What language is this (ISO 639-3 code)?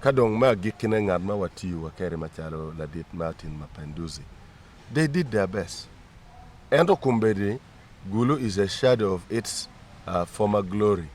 ach